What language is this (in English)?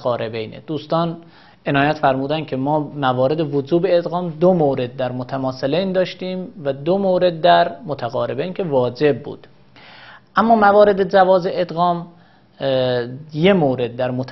Persian